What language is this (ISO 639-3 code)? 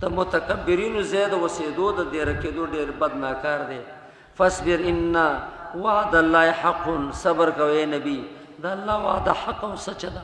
pus